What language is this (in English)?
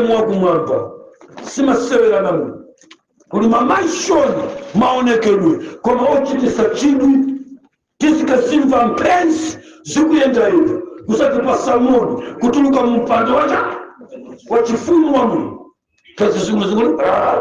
Nyanja